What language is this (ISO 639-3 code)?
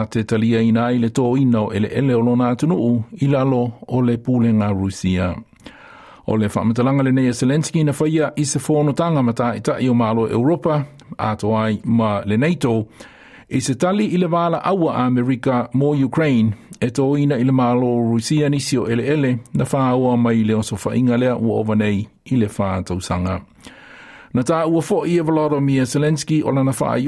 smo